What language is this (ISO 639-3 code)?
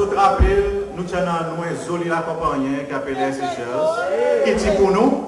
crs